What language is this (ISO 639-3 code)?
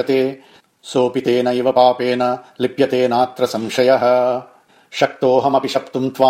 san